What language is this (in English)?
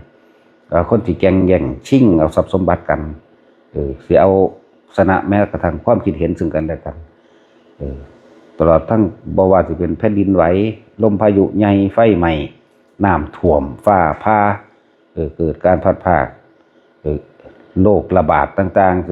Northeastern Thai